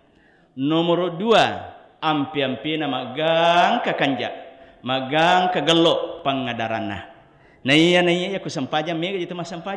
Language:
Buginese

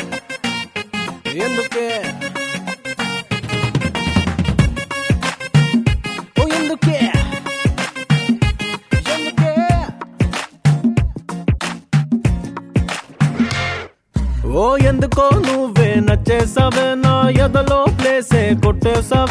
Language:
Telugu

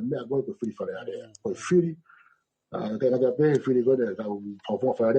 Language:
Tongan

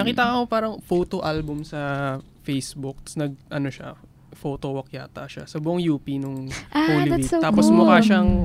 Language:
Filipino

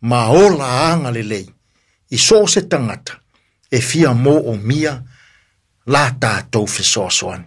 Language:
Samoan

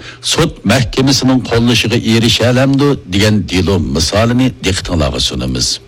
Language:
Uyghur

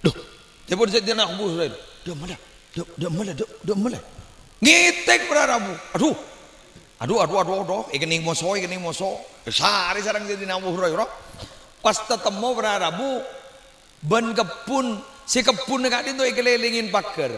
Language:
Madurese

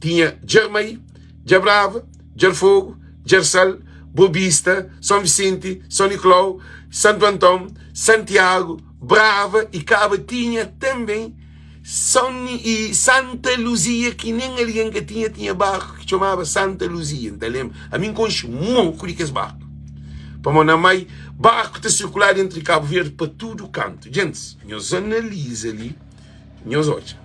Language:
Kabuverdianu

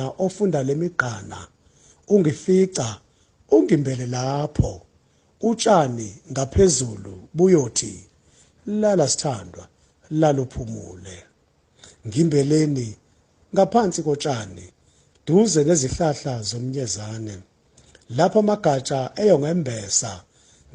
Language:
Zulu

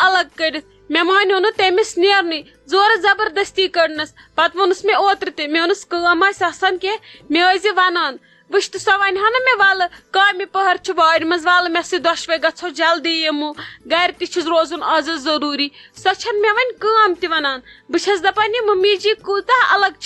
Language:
Kashmiri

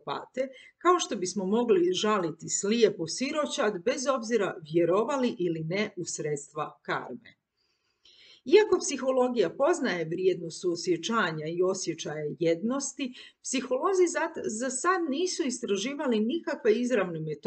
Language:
Croatian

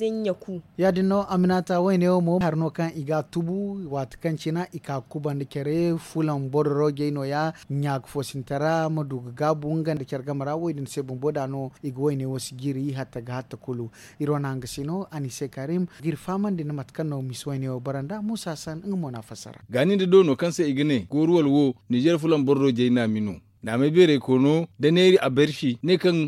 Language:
Zarma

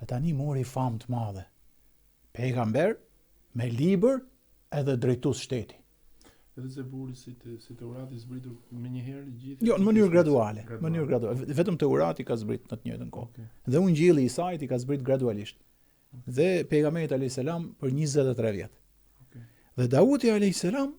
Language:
Albanian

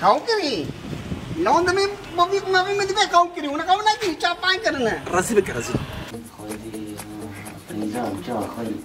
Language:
Kurdish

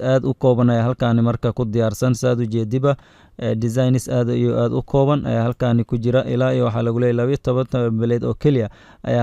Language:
Somali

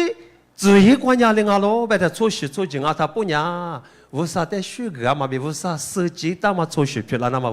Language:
Lisu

